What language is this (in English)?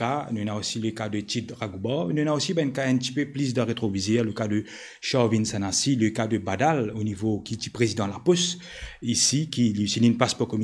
Morisyen